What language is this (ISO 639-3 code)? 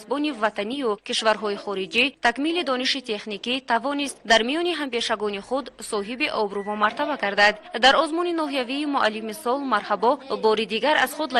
tgk